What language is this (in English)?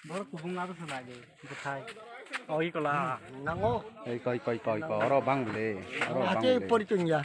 Kok Borok